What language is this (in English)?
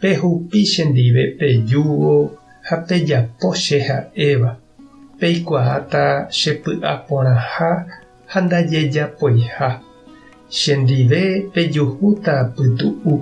Guarani